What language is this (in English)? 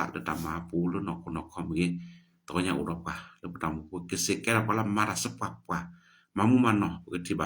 S'gaw Karen